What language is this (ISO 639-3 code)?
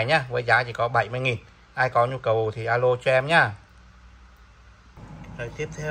vie